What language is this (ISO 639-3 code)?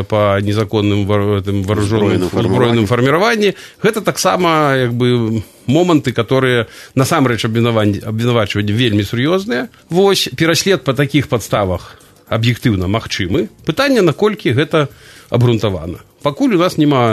bel